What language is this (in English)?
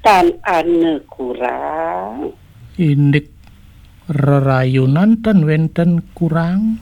Balinese